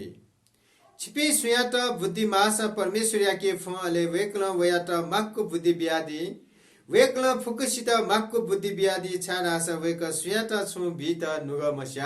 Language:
Newari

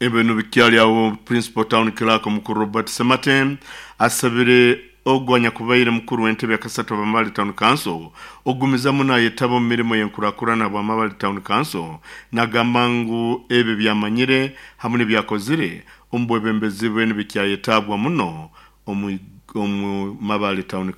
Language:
Nyoro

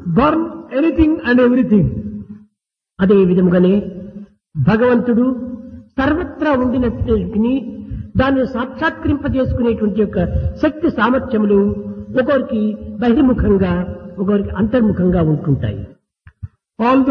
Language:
Telugu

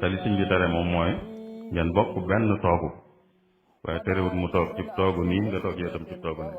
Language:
Wolof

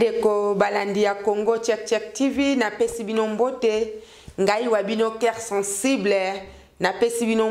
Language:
Lingala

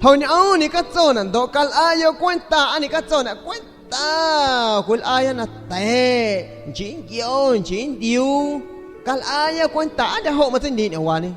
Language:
San Pedro Amuzgos Amuzgo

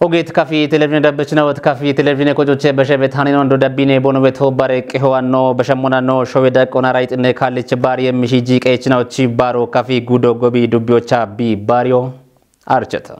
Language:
Kafa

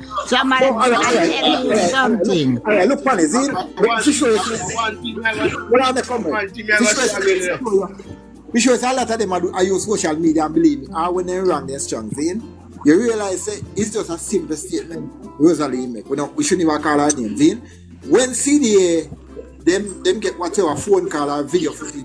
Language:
Jamaican Creole English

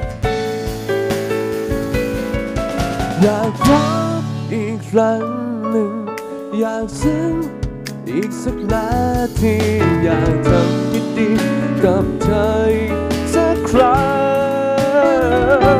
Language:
Thai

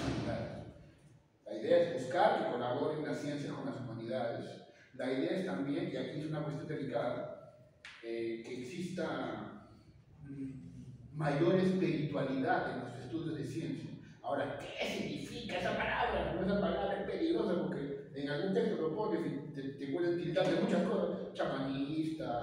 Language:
Spanish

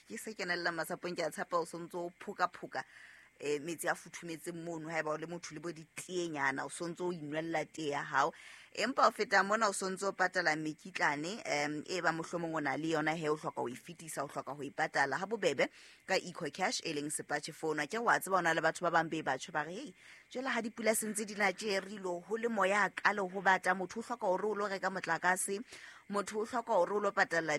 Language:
Southern Sotho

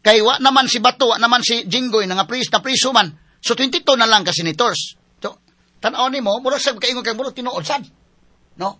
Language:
Cebuano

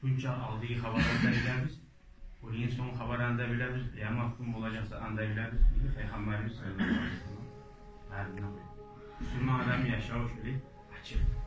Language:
Kumyk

